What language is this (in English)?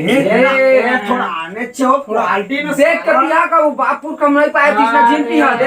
Chhattisgarhi